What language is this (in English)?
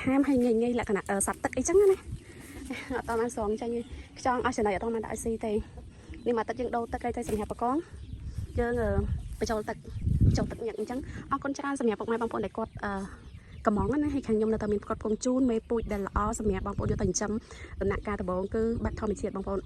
Khmer